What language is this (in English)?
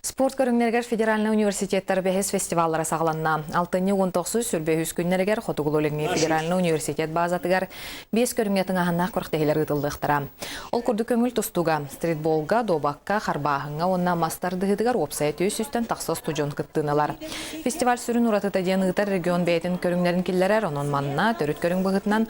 Yakut